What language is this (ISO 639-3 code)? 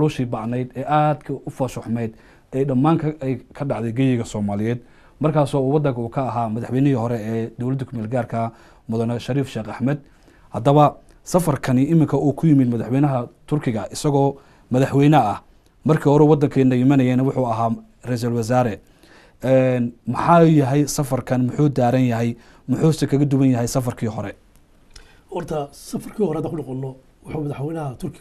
som